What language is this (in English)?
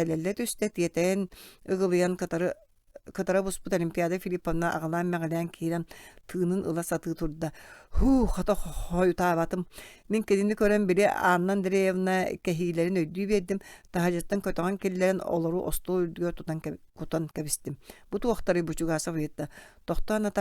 Yakut